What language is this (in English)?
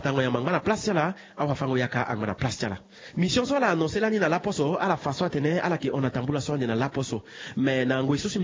Sango